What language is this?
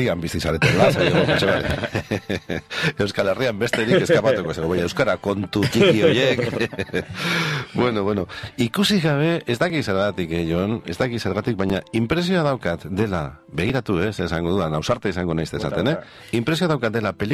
Basque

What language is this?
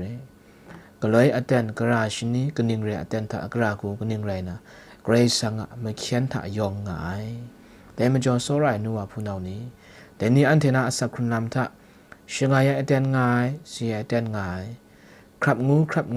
Kachin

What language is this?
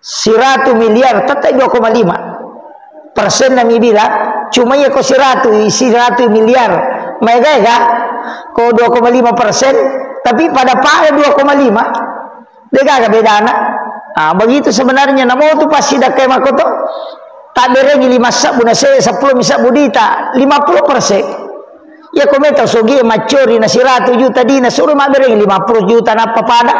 Buginese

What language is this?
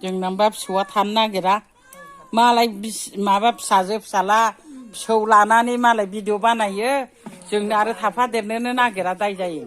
Bodo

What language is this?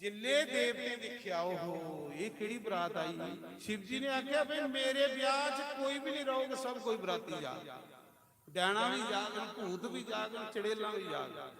Dogri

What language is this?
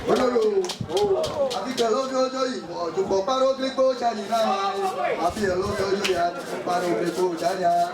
Ewe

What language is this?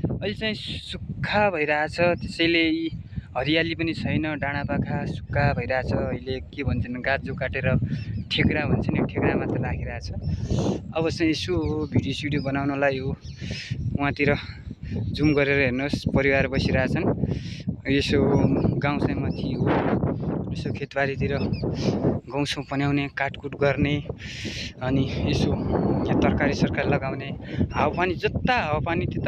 Nepali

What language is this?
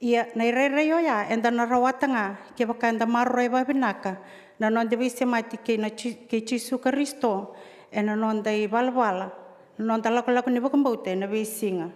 Fijian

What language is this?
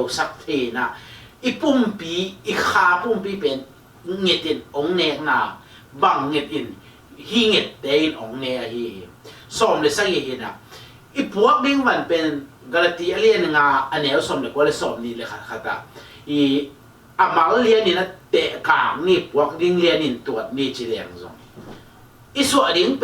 Tedim Chin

